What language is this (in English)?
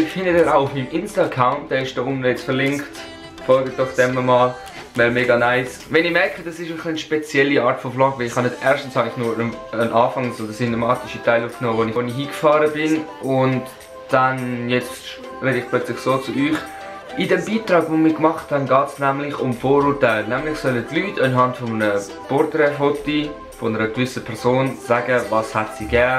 Swiss German